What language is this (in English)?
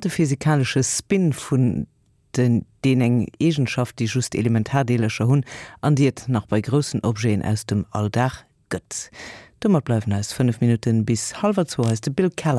Luxembourgish